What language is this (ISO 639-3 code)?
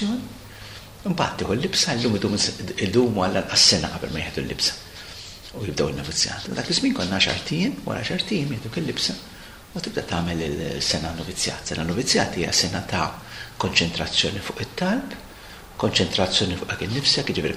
mlt